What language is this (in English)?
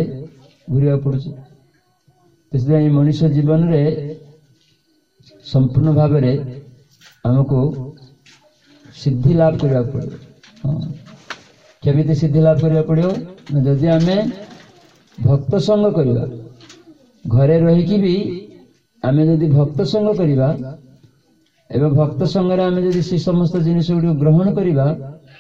Odia